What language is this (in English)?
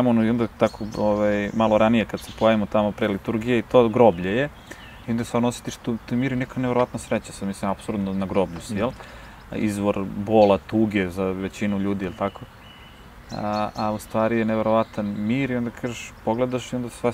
Serbian